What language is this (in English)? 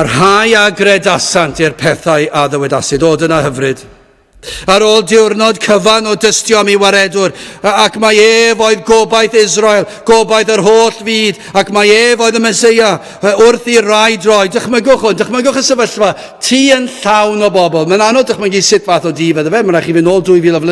Welsh